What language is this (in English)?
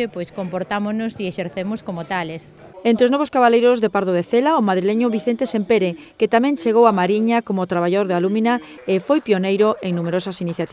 Galician